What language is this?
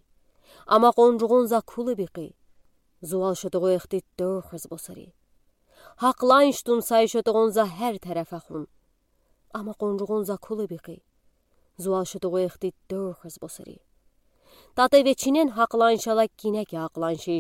Udi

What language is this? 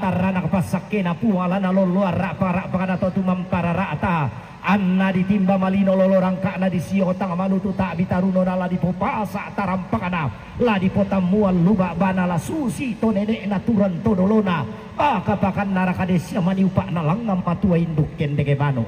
Toraja-Sa'dan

